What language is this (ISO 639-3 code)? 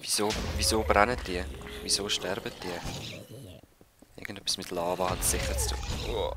gsw